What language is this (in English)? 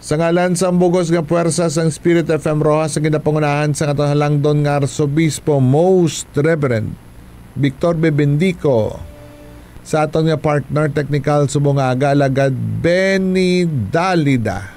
Hiligaynon